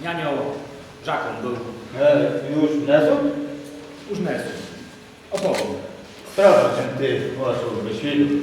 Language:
Rusyn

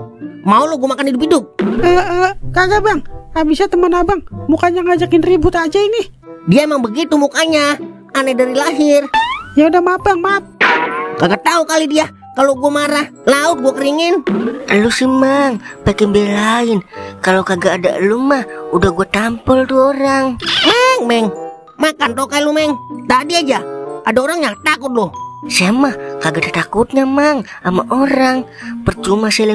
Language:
Betawi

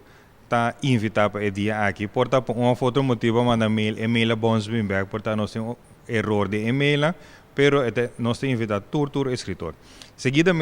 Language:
Papiamento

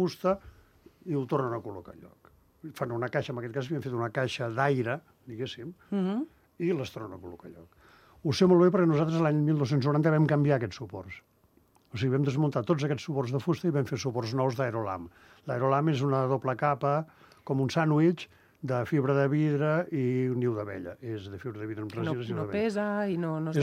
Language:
Catalan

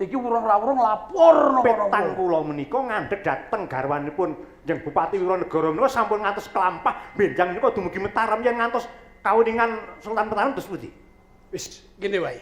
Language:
Javanese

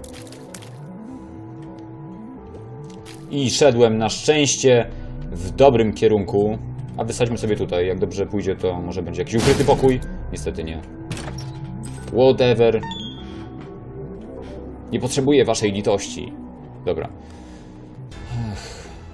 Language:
Polish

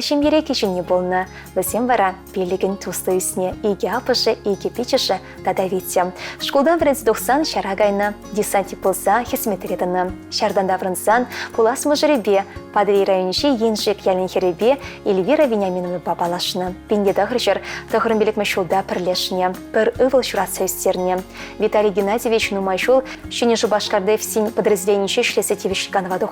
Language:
Chuvash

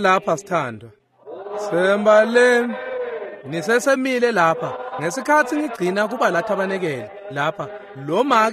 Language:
Swati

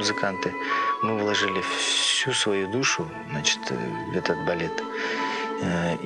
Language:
Russian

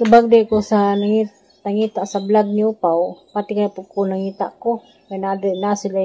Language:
Cebuano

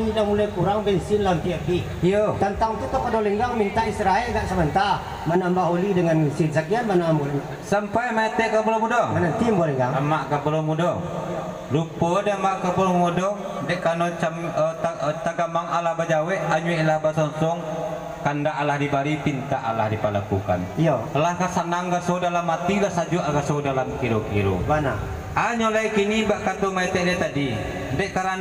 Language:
Minangkabau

